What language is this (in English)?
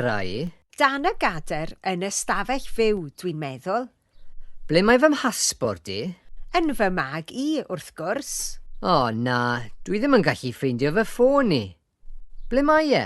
Welsh